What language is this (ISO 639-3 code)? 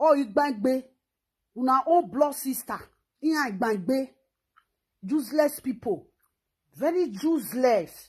pcm